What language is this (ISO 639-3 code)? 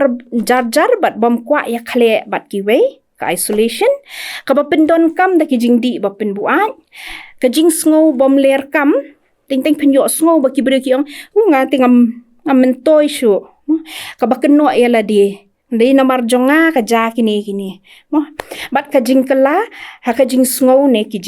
kha